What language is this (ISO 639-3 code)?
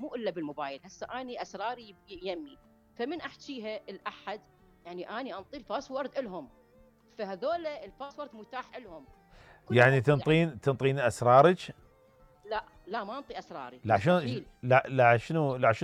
acm